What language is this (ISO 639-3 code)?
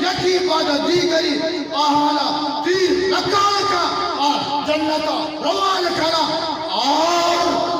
bgp